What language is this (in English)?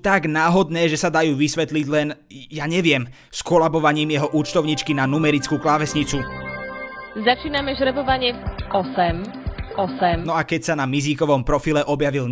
Slovak